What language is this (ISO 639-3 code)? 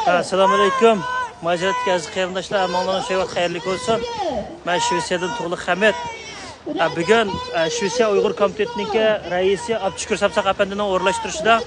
uig